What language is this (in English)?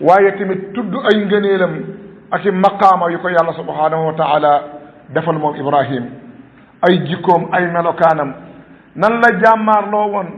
Wolof